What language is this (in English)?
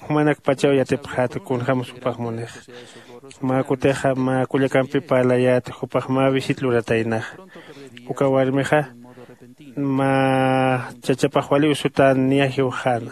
Aymara